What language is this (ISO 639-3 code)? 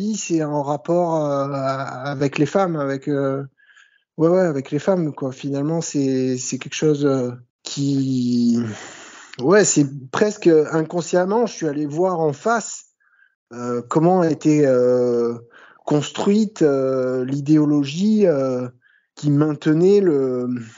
fra